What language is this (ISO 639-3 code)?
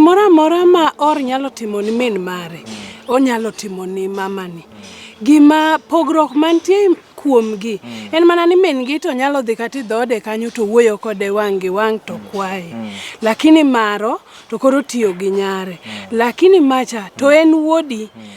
luo